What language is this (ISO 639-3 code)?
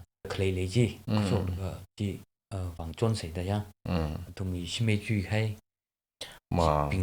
nmf